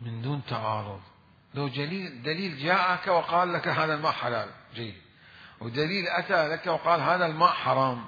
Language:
Mesopotamian Arabic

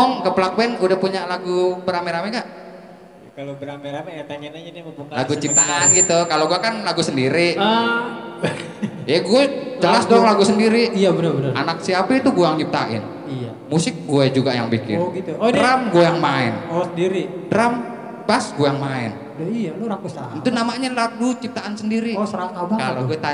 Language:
Betawi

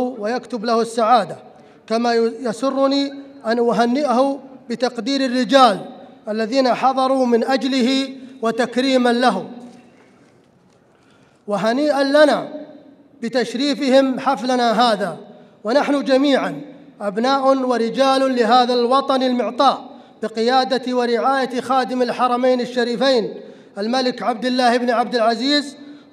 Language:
Arabic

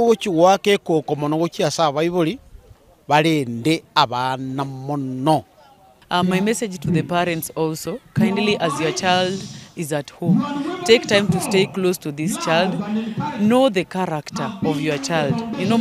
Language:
Gusii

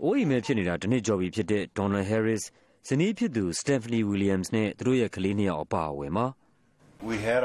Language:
Burmese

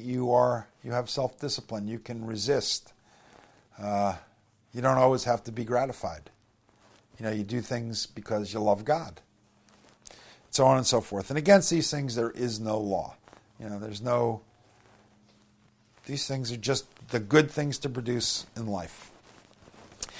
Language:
English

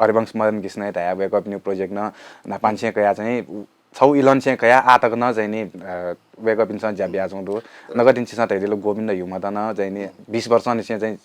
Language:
Newari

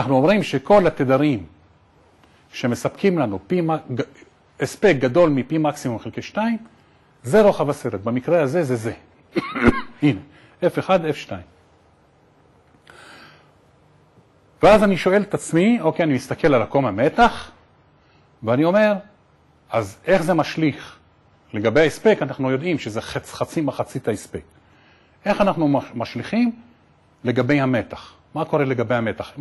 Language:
Hebrew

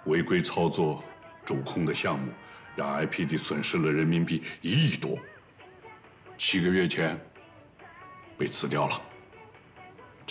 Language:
Chinese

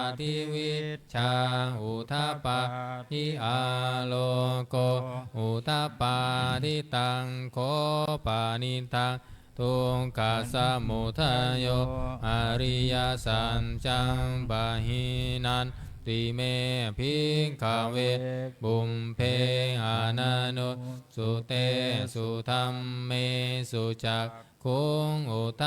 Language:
Pali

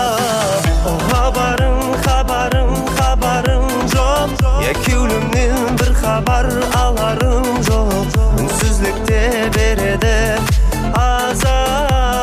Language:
Kara-Kalpak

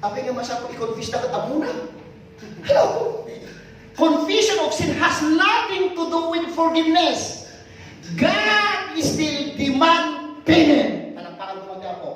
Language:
Iloko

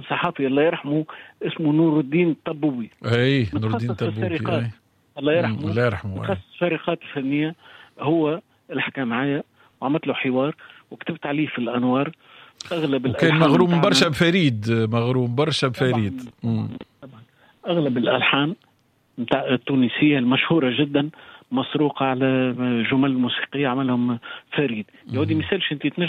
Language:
Tunisian Arabic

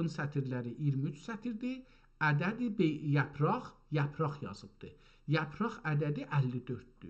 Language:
South Azerbaijani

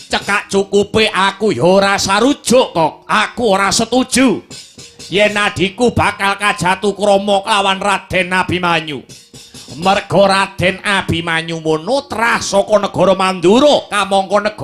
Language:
Javanese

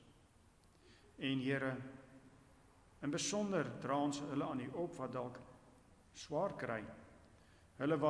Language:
Afrikaans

